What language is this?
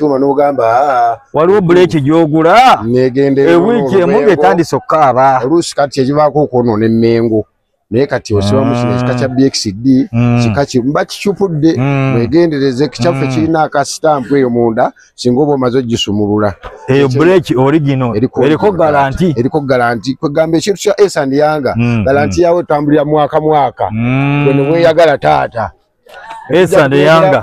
Ganda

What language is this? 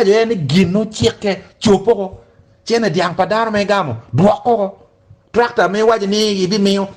Acoli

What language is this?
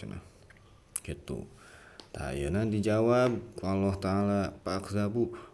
Sundanese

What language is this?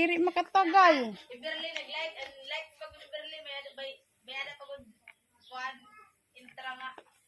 Waray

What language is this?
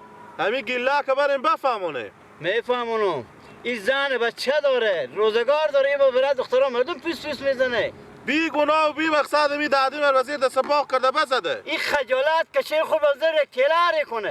Persian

